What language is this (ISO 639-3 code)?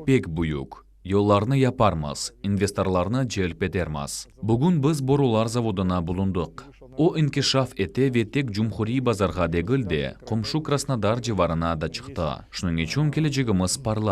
crh